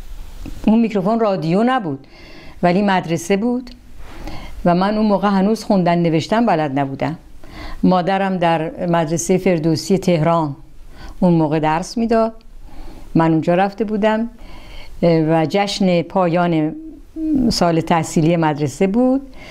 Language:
Persian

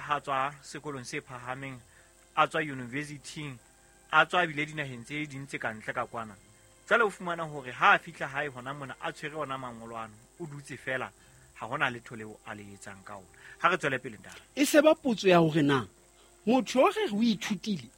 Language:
Southern Sotho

